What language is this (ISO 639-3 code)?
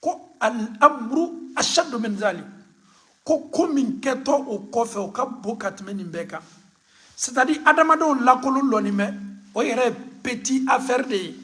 bam